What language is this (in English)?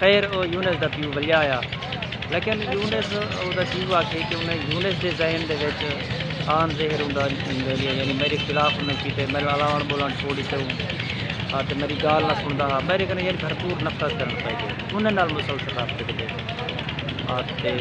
Saraiki